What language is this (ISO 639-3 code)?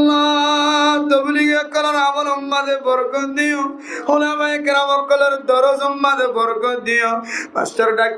rhg